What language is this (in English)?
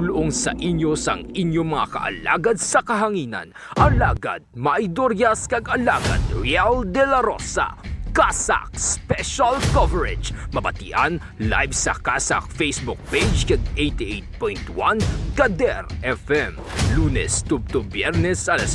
Hiligaynon